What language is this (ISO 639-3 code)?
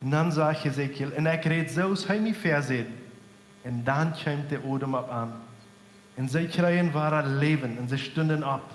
pdt